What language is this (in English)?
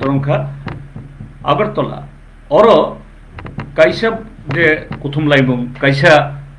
Kok Borok